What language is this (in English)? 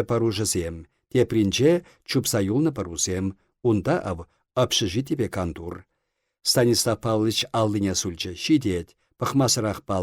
Chuvash